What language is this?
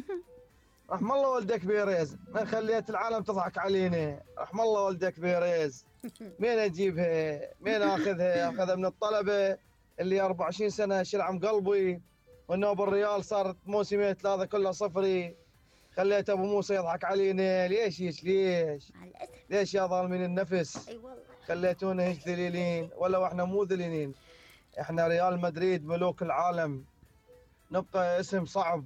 Mesopotamian Arabic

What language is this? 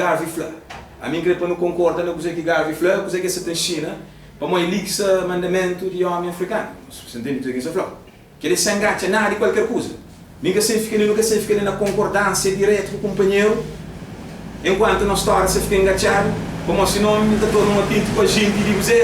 Kabuverdianu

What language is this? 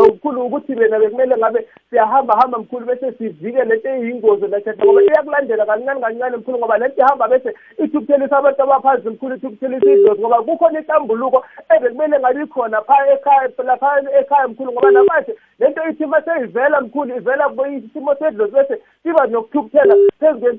South Ndebele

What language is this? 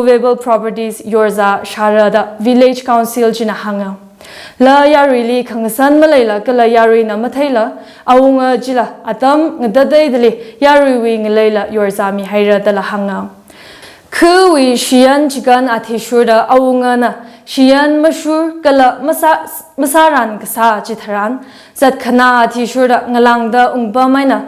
Tangkhul Naga (India)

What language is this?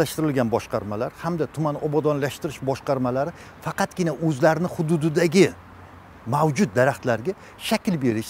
Uzbek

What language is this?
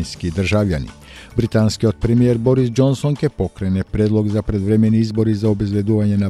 Macedonian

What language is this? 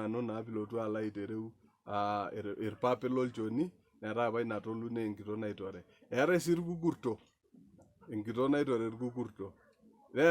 Masai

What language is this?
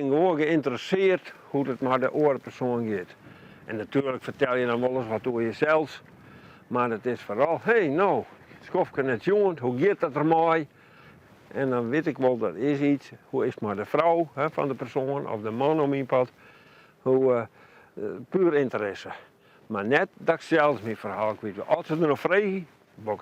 Western Frisian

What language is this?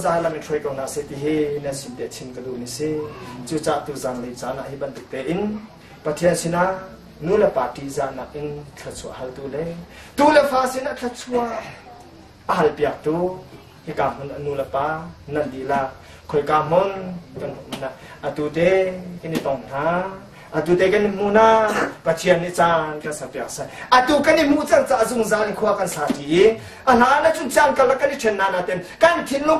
Hakha Chin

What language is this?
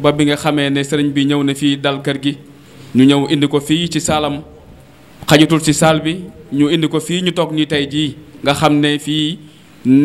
Wolof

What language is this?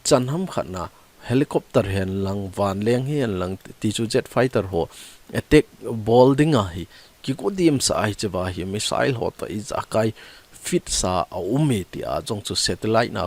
Thado Chin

